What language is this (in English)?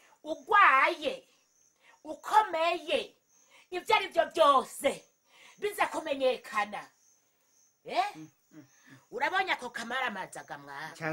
Rundi